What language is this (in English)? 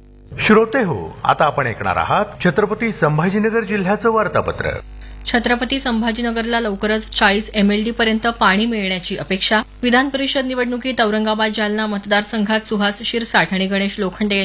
Marathi